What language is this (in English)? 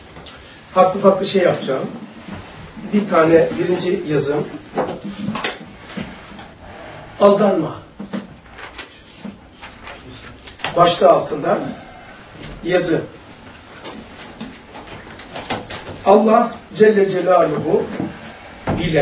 Turkish